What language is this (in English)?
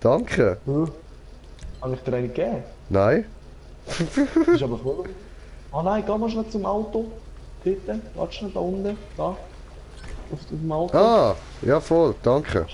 Swiss German